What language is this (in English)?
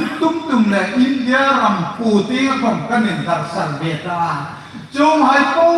Hmar